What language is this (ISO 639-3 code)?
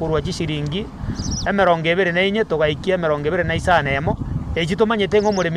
guz